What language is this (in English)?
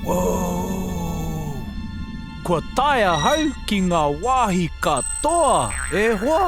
Māori